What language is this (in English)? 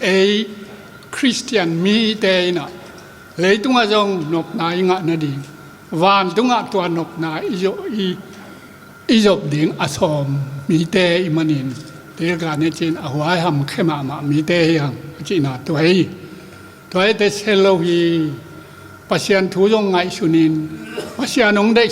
Tedim Chin